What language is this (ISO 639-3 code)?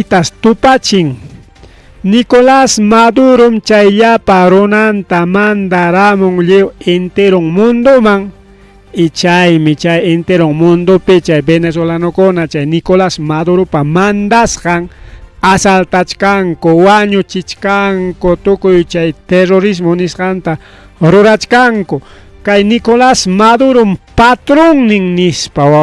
quy